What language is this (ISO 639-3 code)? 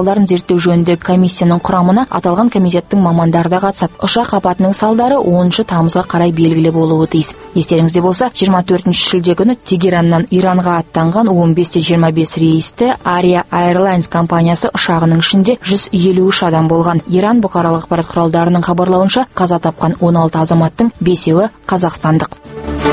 kaz